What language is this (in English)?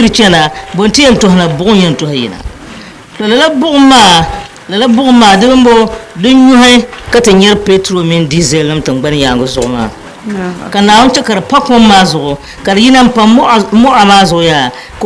Dagbani